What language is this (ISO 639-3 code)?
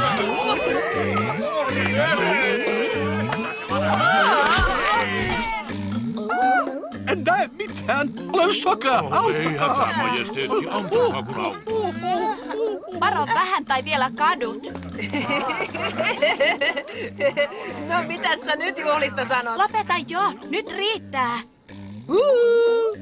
fin